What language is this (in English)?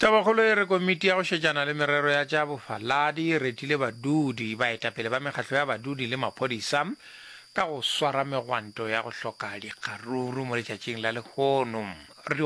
Northern Sotho